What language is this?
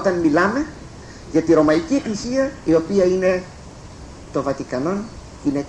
Greek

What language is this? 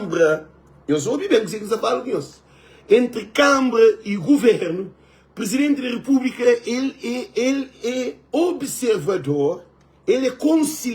Kabuverdianu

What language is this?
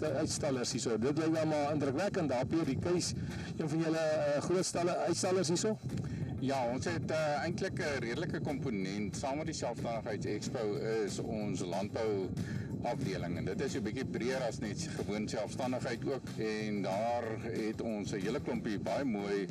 Afrikaans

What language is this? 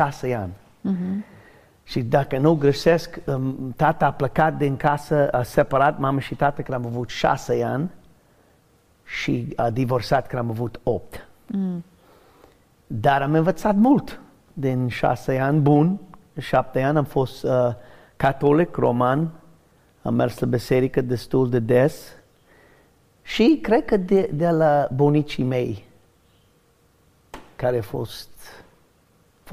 Romanian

